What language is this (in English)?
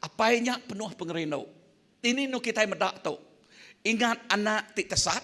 Iban